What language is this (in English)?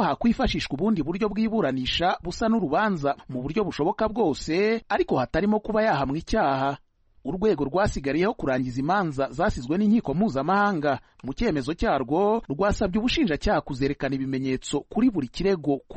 Kinyarwanda